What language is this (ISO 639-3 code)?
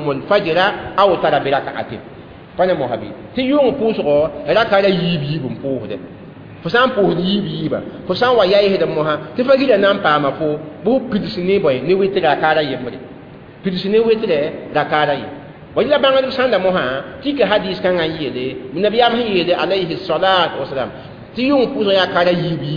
mos